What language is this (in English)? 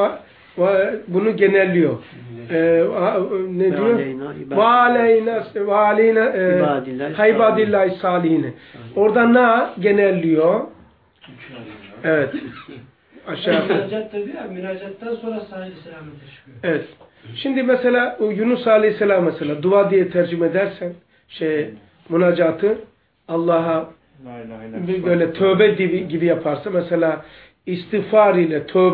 Turkish